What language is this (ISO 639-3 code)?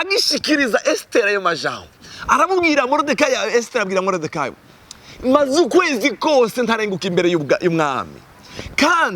run